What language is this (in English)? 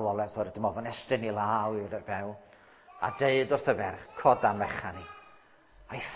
Welsh